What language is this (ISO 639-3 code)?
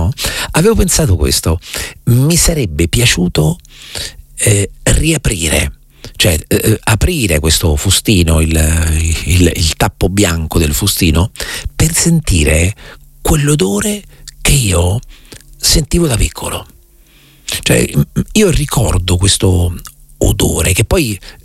ita